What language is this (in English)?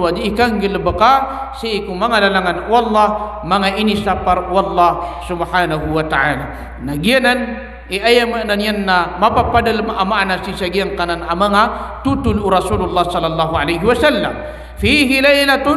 Maranao